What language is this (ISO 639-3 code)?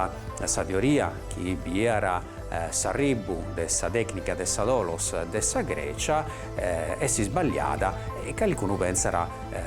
srd